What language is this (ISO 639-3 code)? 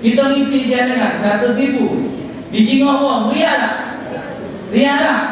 mui